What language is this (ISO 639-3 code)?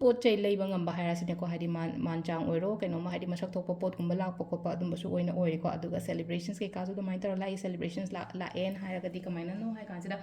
mni